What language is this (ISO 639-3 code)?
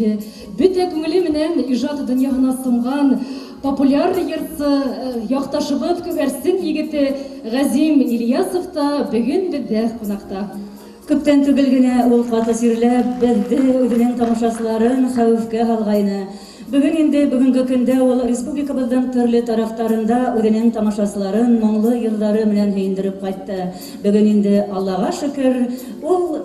bak